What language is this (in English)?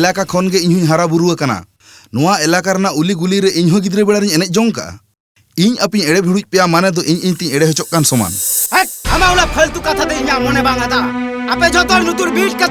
Santali